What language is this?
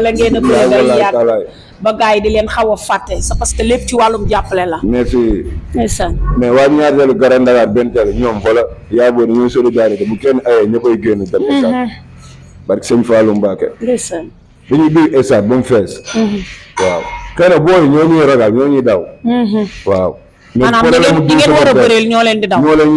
Wolof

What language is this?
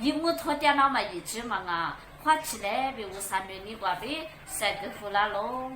Lisu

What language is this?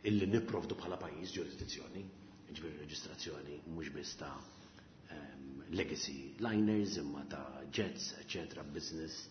Maltese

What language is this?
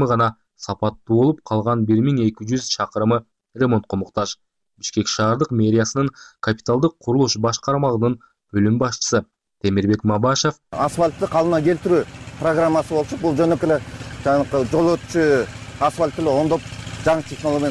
Kyrgyz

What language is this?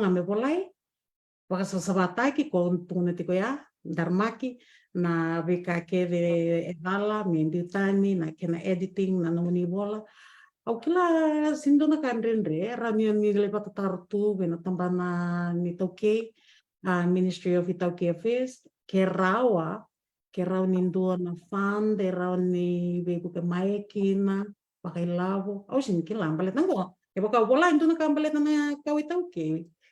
Fijian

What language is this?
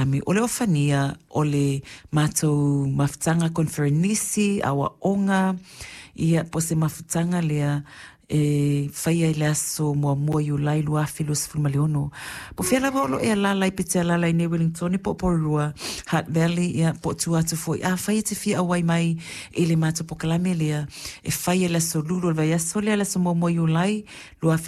Samoan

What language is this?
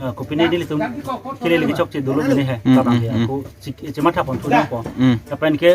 Karbi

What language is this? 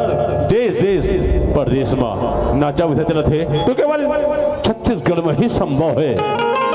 Chhattisgarhi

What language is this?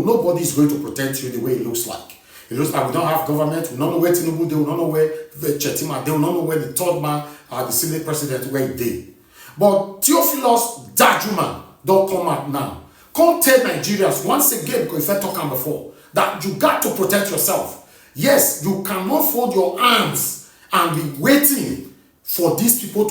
Nigerian Pidgin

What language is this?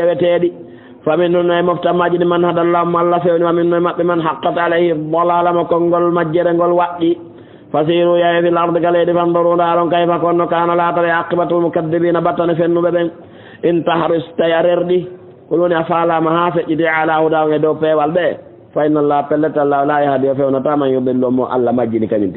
Fula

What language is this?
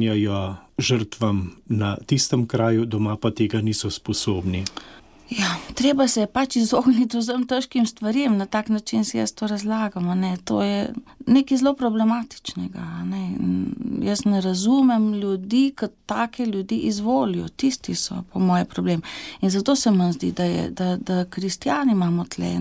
Slovenian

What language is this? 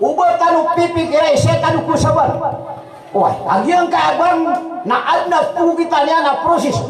Maranao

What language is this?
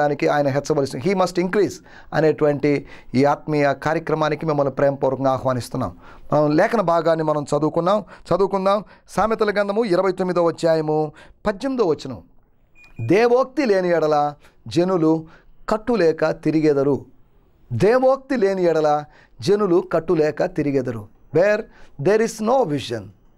Telugu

